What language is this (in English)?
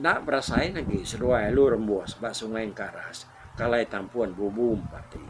Iban